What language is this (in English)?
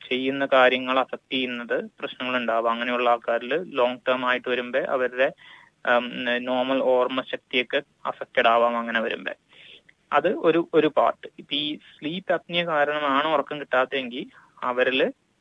Malayalam